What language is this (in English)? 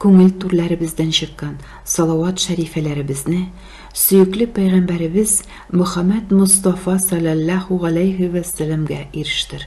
Tatar